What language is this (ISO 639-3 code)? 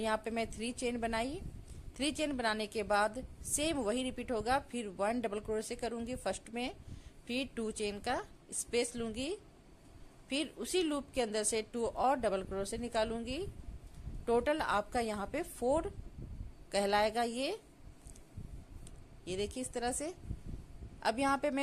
hin